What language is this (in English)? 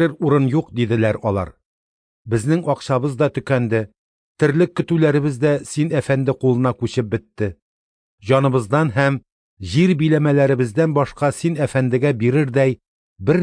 Tatar